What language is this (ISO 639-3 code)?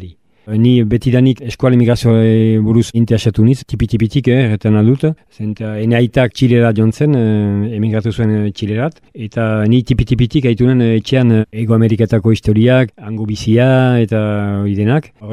eus